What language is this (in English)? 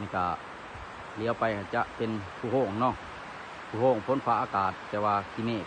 Lao